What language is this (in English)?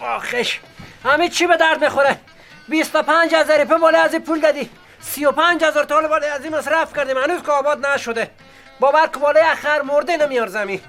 Persian